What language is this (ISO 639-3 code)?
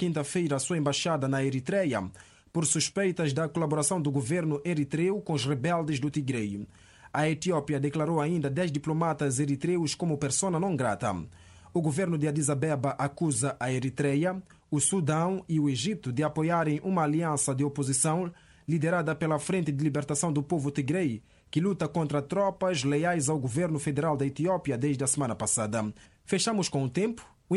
por